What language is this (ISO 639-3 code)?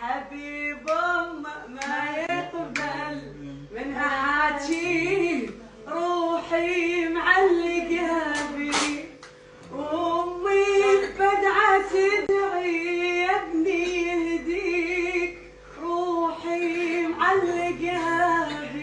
acm